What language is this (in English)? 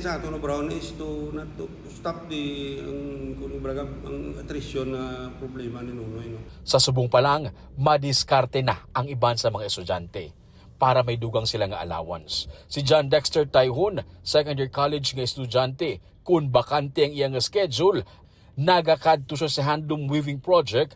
Hiligaynon